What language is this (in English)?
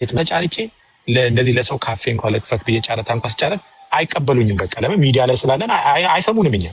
Amharic